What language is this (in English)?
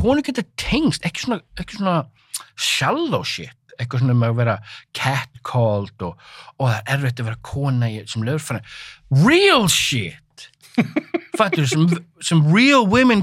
Icelandic